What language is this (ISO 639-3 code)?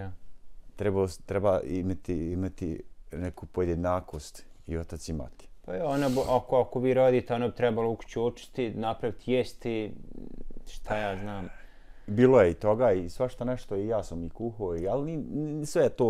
bos